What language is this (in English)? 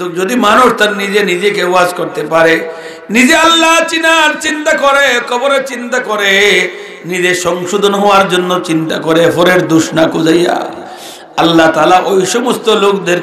Sylheti